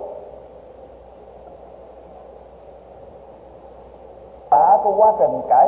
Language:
Vietnamese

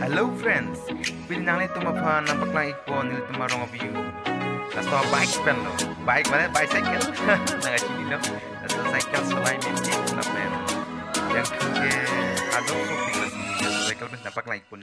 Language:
Karbi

